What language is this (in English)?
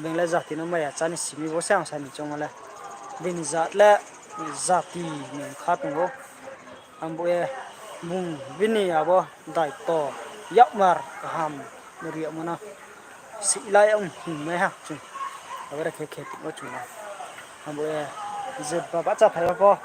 Riang (India)